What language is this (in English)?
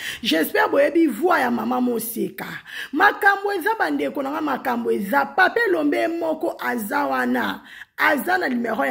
Lingala